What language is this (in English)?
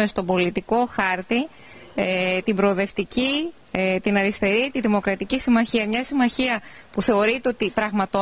Greek